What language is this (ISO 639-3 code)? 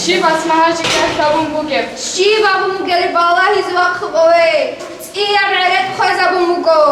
ava